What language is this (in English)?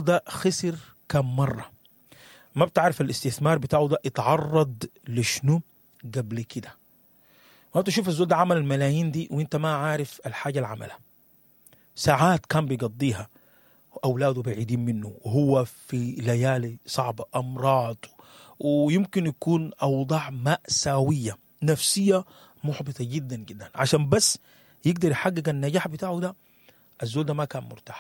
Sudanese Arabic